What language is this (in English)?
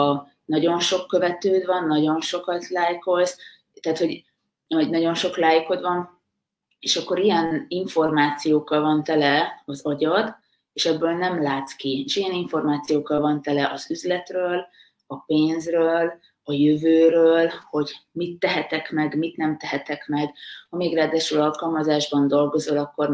Hungarian